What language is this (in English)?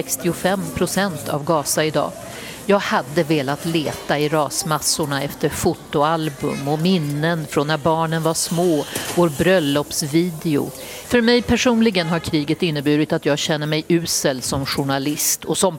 Swedish